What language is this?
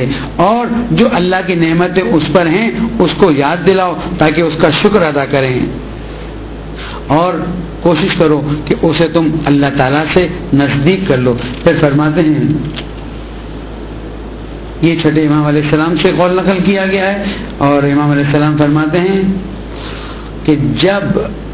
Urdu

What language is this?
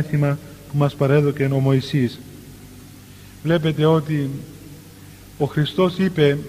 Greek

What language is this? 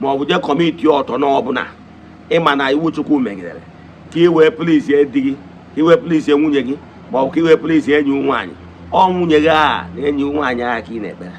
Igbo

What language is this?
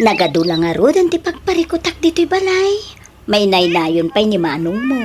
Iloko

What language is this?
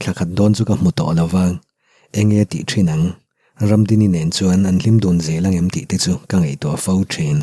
Mizo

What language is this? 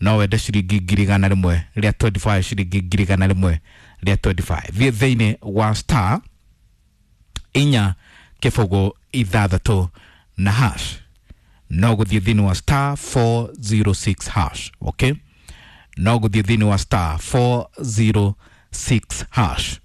Kikuyu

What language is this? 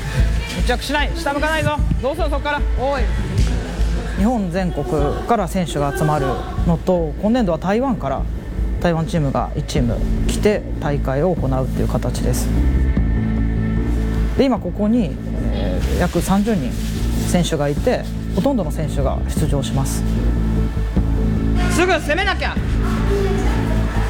Japanese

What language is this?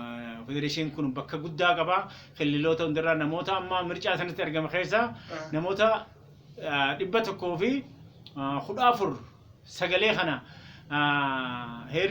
Oromo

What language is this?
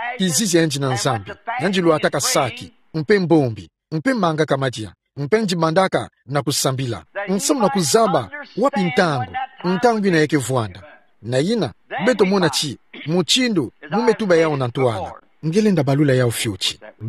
Kituba (Democratic Republic of Congo)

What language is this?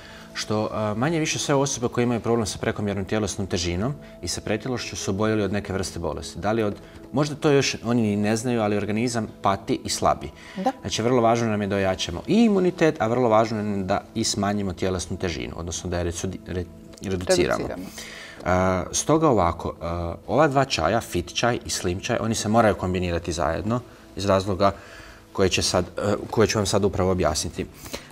Croatian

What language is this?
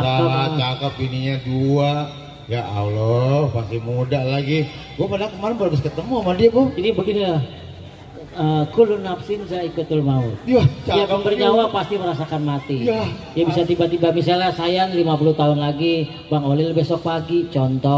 Betawi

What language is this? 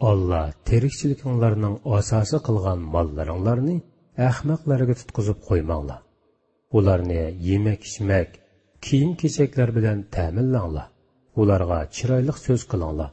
Uyghur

